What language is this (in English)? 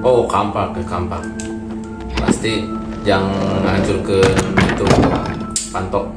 Sundanese